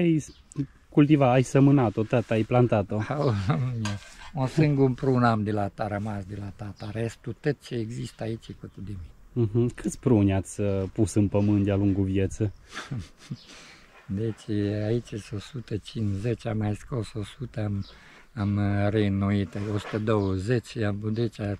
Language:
Romanian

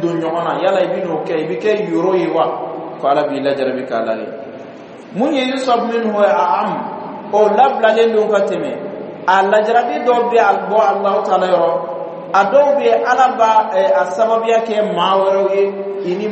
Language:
Bambara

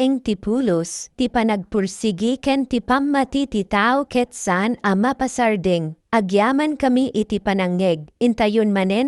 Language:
Iloko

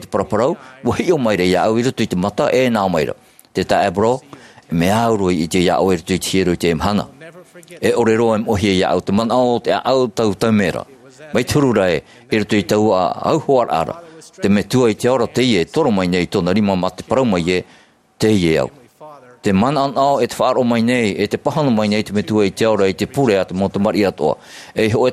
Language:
Tahitian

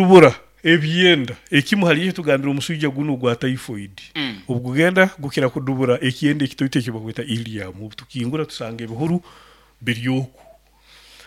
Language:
Nyoro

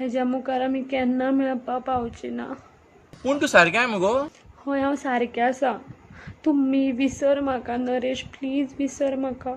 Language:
Konkani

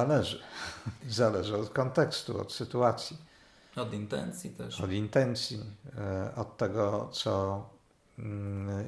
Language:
Polish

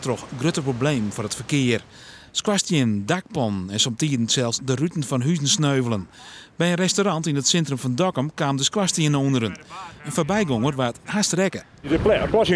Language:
Western Frisian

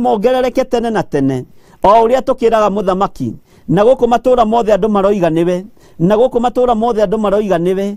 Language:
Kikuyu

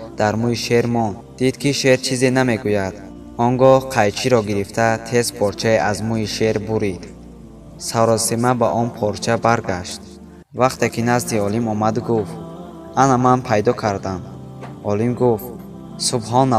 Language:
Tajik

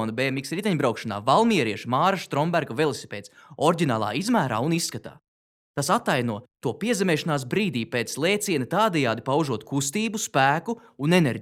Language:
Latvian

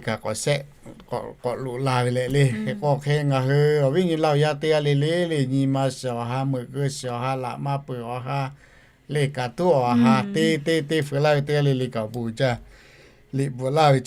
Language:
Lahu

